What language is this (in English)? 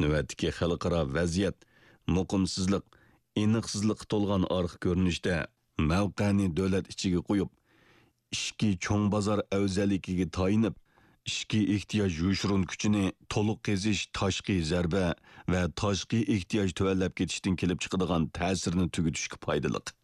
Uyghur